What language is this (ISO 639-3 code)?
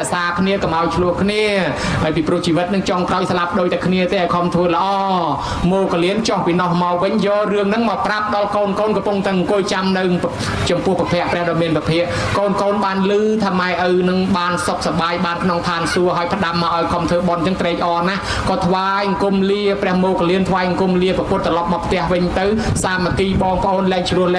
khm